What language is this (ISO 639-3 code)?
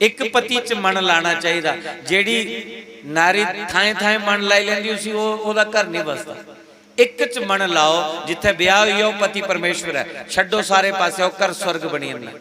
doi